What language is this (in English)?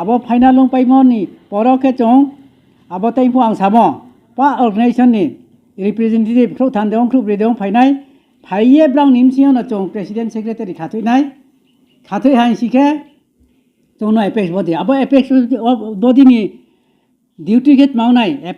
Riang (India)